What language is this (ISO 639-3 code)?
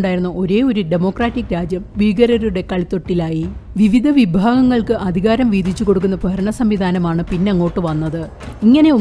mal